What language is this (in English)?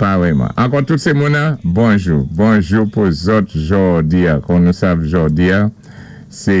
Saint Lucian Creole French